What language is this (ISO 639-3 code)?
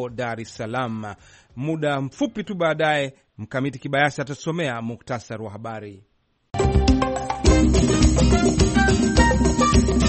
swa